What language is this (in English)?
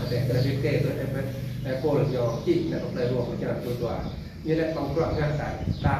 Vietnamese